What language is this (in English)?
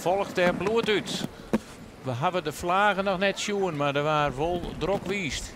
Western Frisian